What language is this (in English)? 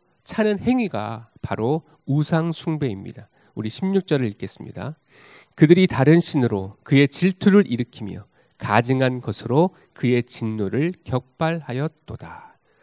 Korean